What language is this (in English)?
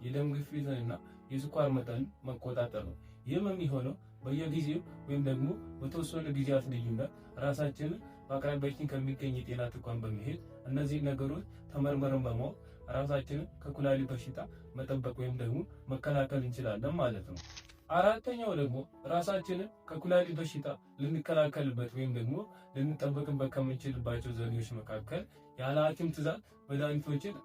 Amharic